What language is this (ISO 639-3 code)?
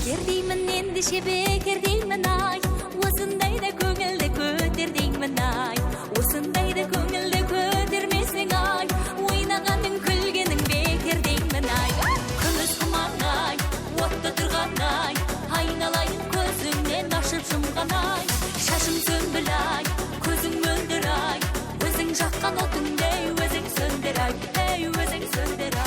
kaa